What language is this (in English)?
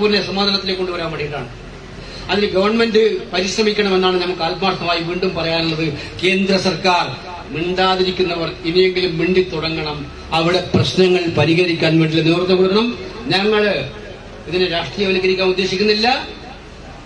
Malayalam